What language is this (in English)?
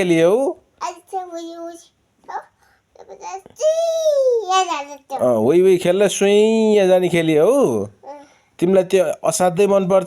Nepali